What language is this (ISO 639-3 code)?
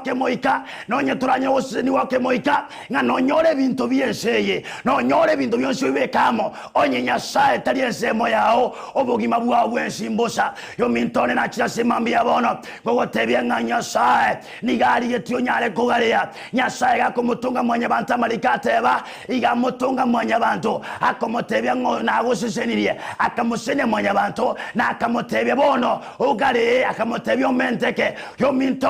guz